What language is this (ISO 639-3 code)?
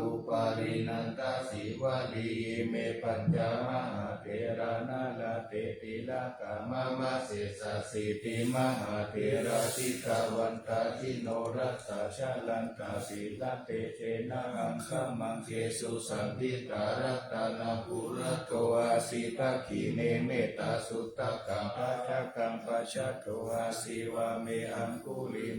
pli